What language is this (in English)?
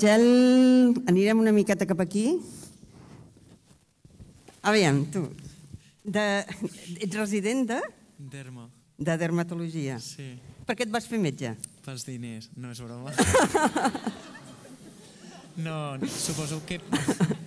Catalan